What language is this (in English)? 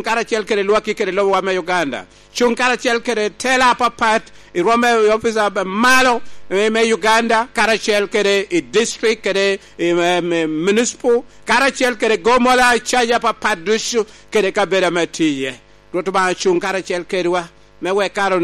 Lango (Uganda)